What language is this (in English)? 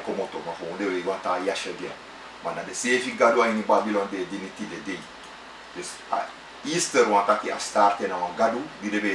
Sranan Tongo